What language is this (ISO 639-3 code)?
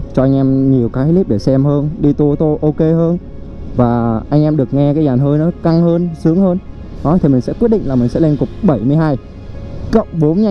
vie